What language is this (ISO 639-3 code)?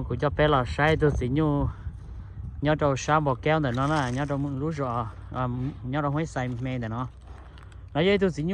hmn